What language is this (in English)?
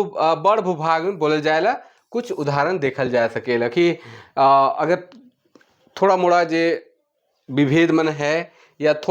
Sadri